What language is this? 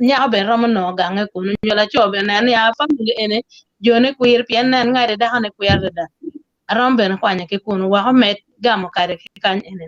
Acoli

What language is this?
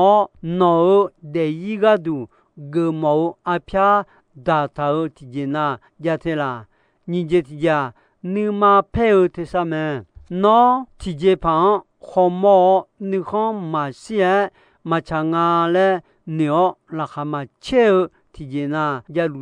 Akha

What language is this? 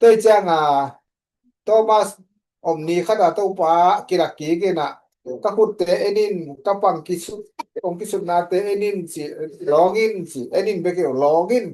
Tedim Chin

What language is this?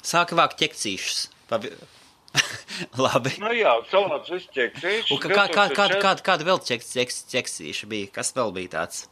Latvian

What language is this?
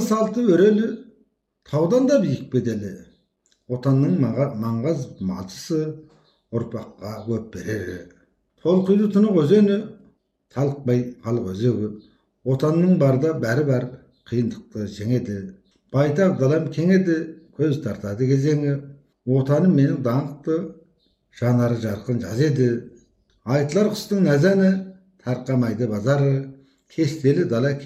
Kazakh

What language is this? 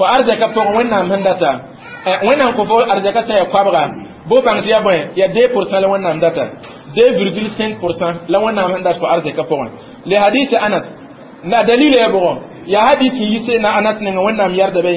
Mossi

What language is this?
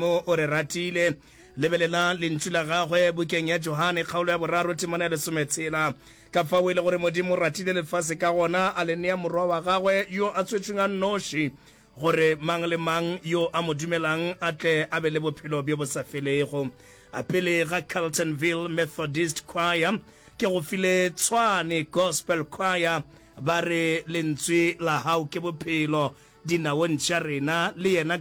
Northern Sotho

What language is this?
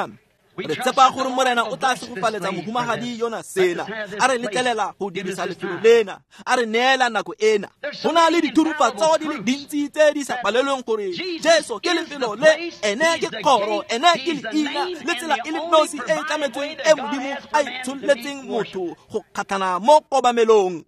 Tswana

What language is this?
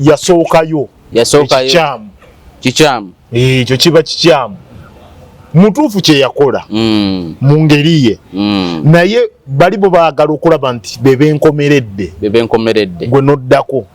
Ganda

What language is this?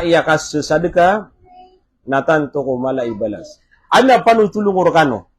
Maranao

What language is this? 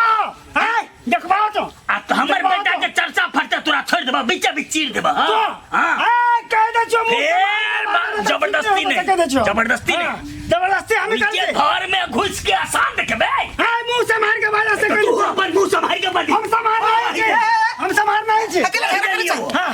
Maithili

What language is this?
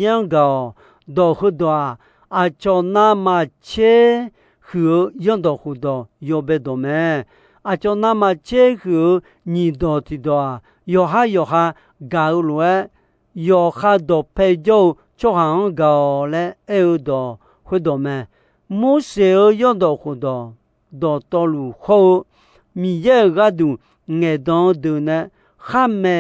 Akha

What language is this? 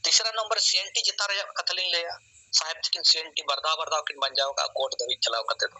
Santali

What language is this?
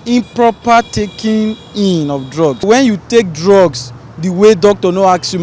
Nigerian Pidgin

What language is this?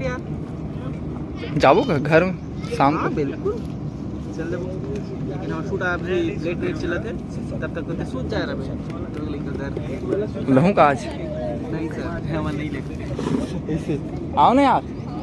Chhattisgarhi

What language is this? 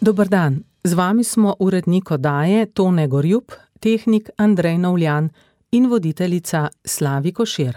Slovenian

